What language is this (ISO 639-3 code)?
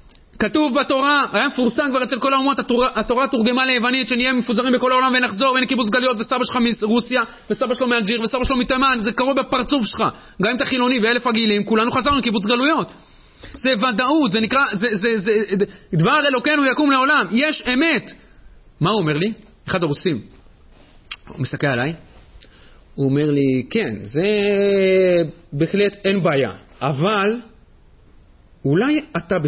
heb